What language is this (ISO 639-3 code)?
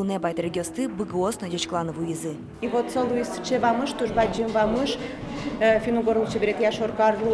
udm